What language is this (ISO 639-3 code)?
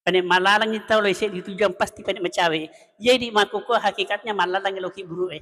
bug